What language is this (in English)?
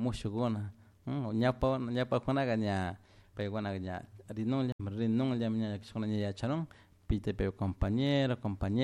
Chimborazo Highland Quichua